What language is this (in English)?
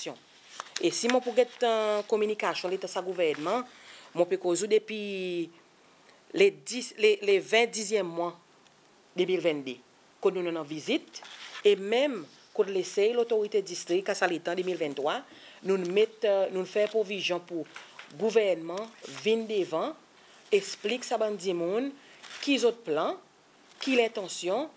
Seselwa Creole French